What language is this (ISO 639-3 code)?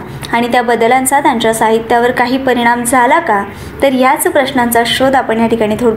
mar